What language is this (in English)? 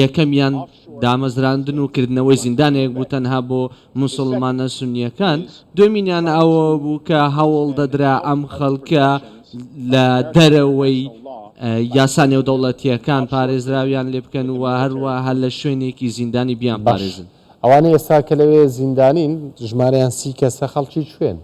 Central Kurdish